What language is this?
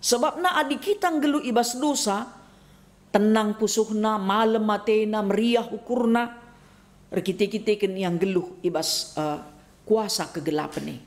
Batak Karo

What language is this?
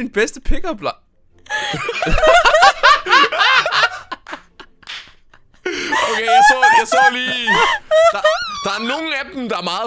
Danish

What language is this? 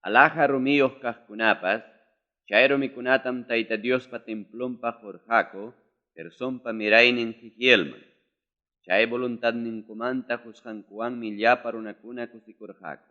Ayacucho Quechua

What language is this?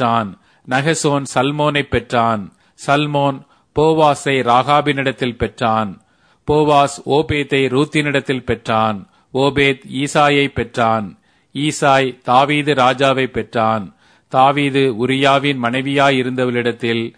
Tamil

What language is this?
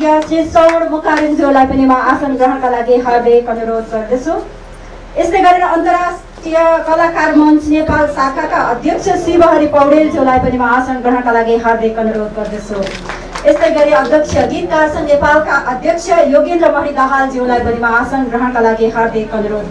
Nepali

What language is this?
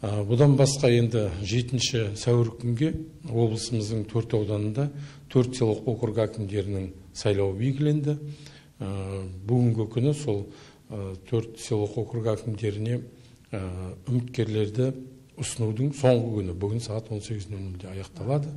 Kazakh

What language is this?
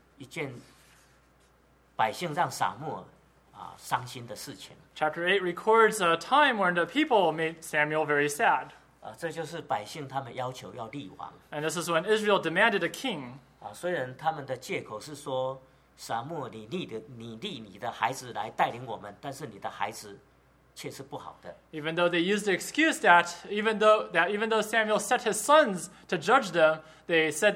Chinese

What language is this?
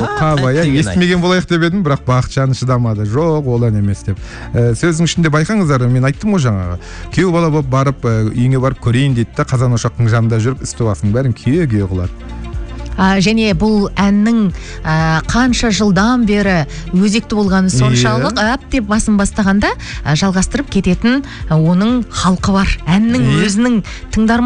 Kazakh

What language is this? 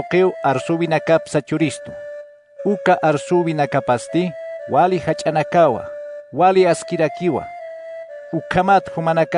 Aymara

